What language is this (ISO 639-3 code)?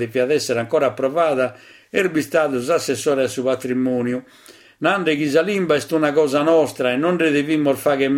srd